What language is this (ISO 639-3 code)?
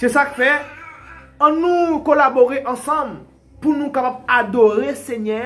hat